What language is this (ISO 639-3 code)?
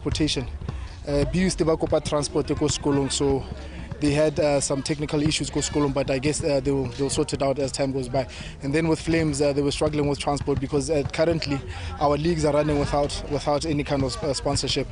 tsn